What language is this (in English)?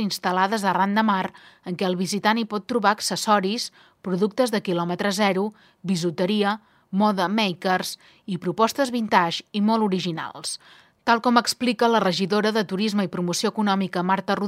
Catalan